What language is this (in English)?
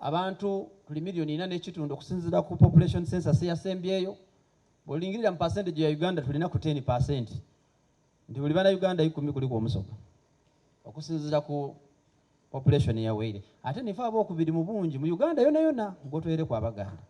Soga